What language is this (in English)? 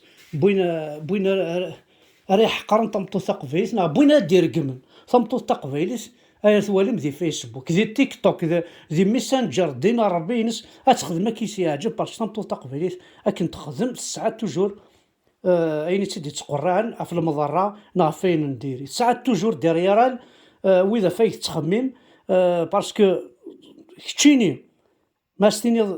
Kabyle